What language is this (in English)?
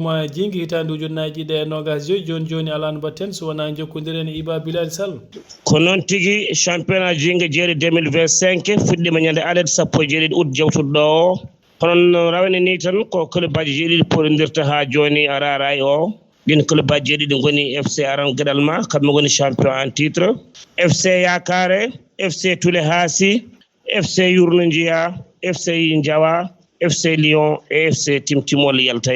Fula